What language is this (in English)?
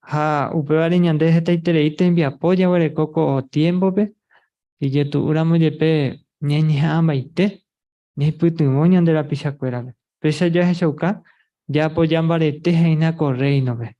Guarani